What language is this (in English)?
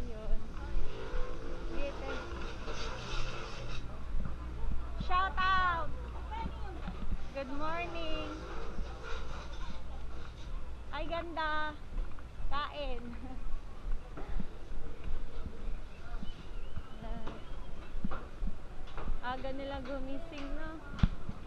Filipino